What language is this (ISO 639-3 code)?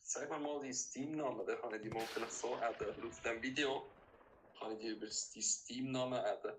gsw